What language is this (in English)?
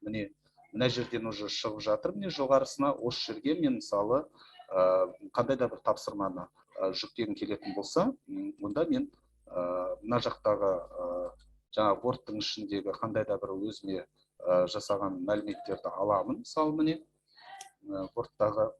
Kazakh